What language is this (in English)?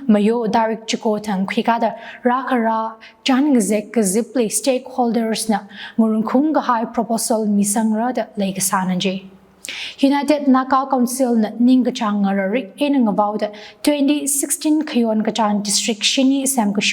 Tangkhul Naga (India)